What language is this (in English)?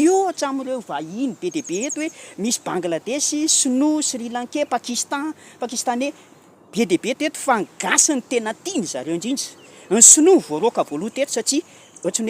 Malagasy